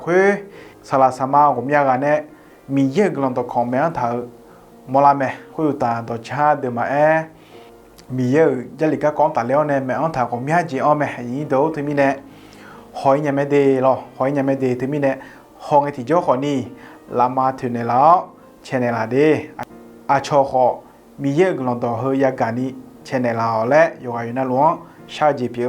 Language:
Akha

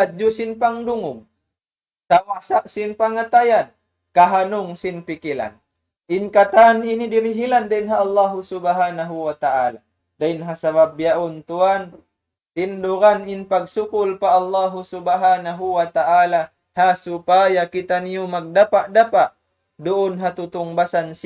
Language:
Tausug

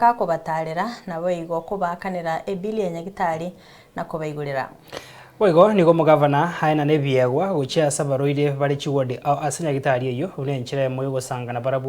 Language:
Gusii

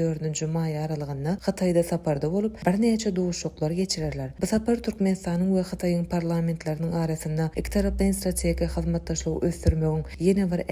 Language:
Turkmen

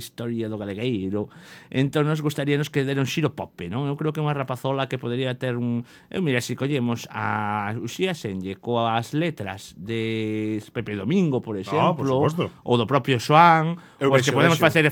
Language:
Galician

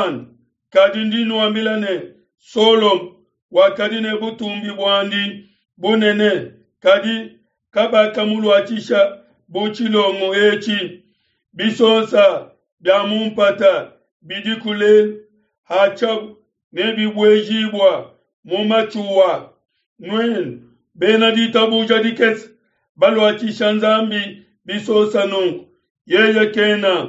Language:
Luba-Lulua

